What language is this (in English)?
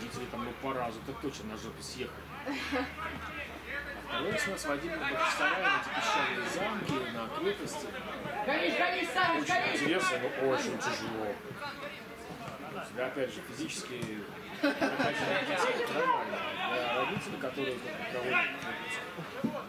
Russian